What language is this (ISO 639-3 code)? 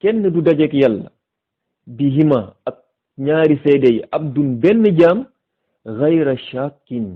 wol